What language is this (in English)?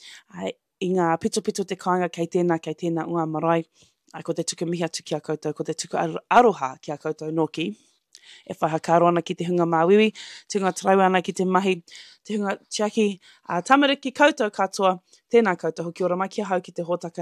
Māori